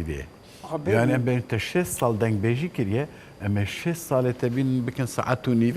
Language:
Kurdish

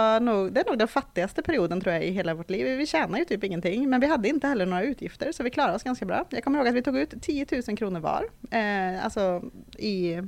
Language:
Swedish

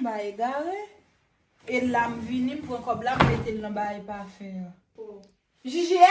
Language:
Haitian Creole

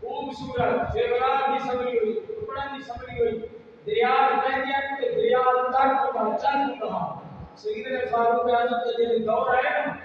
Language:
Saraiki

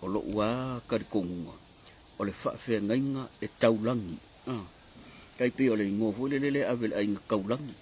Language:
Samoan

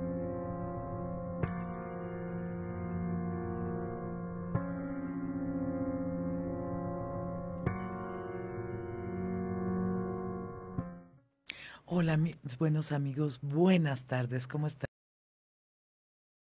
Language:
Spanish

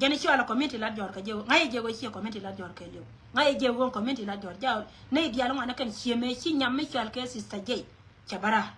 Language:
Nuer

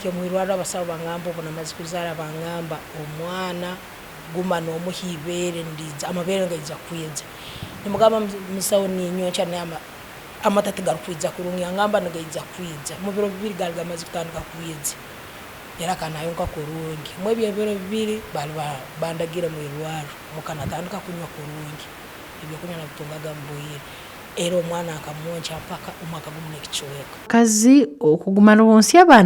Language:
Nyankole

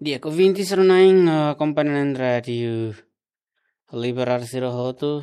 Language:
Tetum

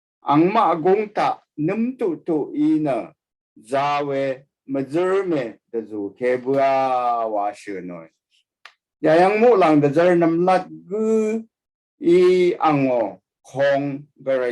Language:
Rawang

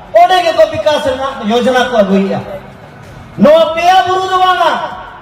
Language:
Santali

